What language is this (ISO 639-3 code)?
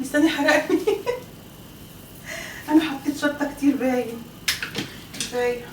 arz